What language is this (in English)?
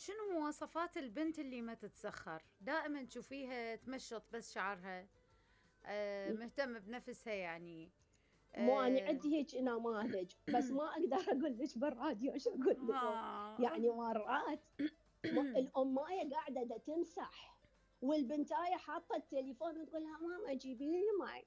Mesopotamian Arabic